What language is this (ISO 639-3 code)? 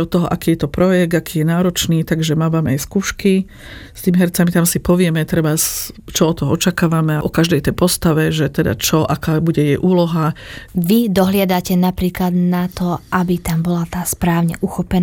slk